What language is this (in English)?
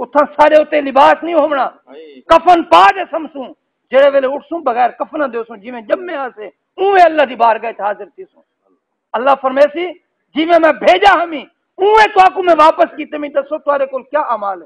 Saraiki